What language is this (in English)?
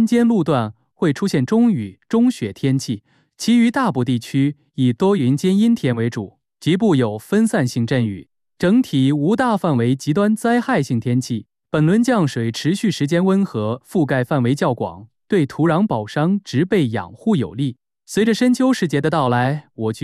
Chinese